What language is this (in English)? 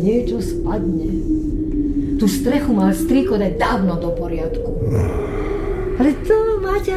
Slovak